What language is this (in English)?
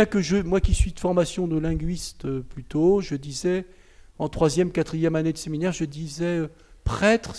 French